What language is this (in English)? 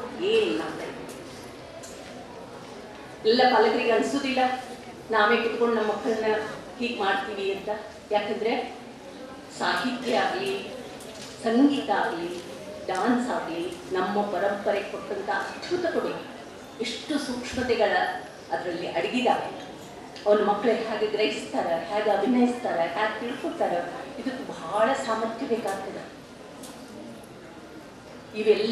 Kannada